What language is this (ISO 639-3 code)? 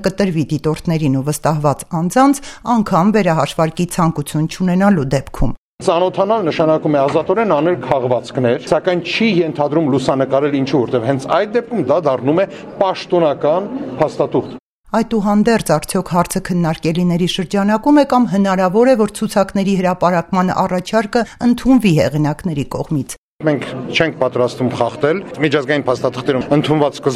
hye